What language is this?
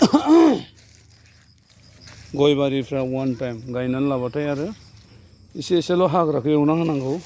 Bodo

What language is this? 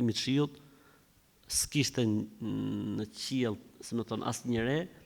Albanian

